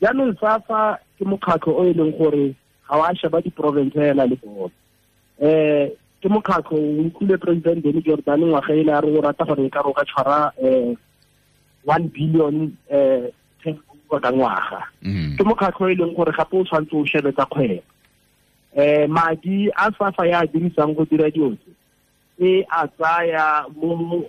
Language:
Tswana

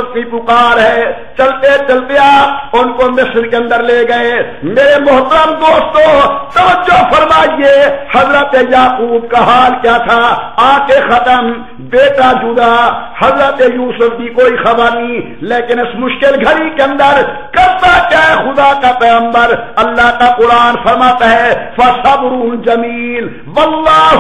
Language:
Urdu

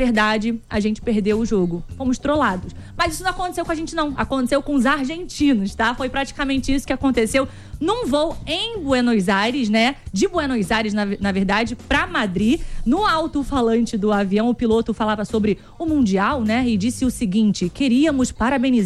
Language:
Portuguese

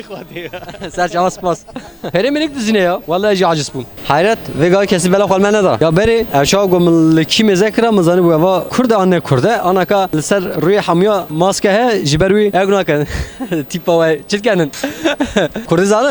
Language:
Kurdish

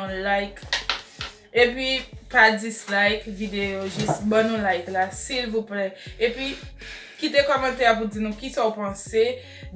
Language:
Haitian Creole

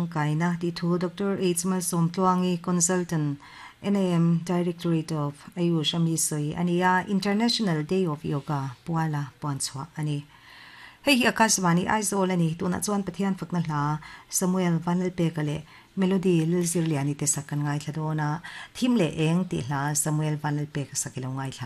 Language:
Mizo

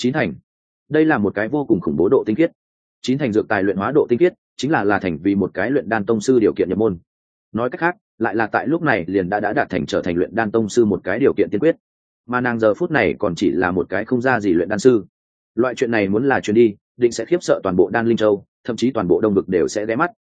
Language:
Vietnamese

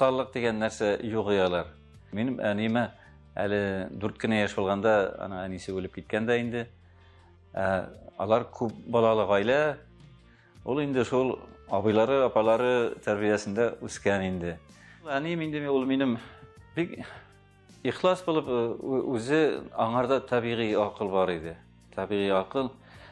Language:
Tatar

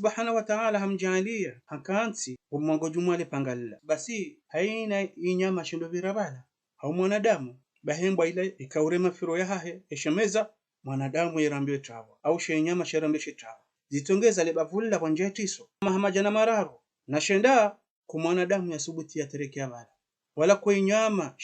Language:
Ngazidja Comorian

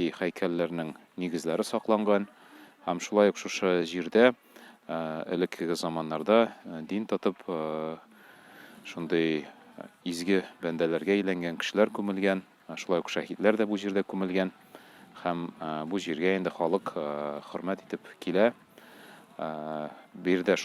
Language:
Tatar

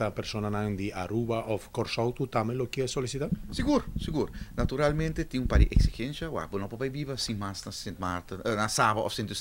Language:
Papiamento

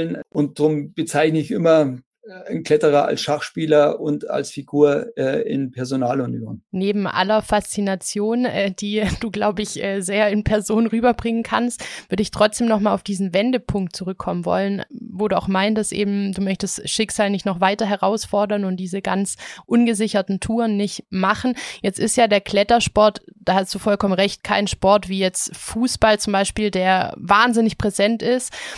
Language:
German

